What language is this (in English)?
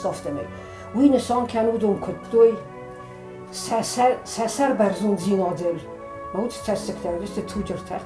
Ossetic